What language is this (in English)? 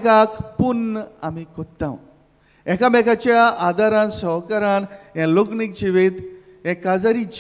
Konkani